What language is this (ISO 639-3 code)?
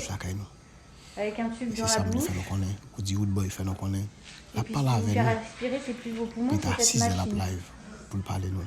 hat